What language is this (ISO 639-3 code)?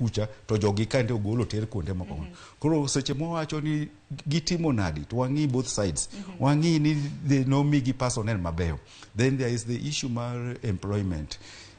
luo